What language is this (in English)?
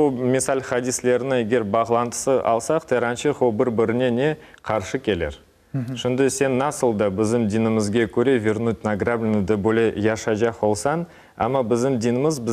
Crimean Tatar